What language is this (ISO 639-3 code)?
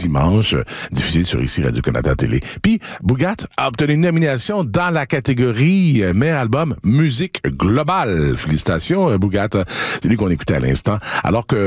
fra